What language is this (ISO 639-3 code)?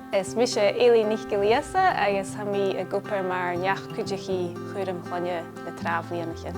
gla